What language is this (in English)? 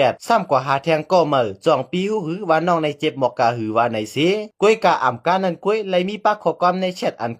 Shan